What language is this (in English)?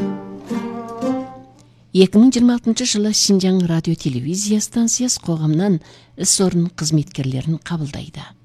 Kazakh